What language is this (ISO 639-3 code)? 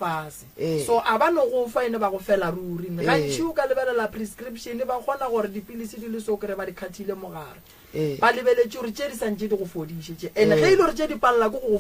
nso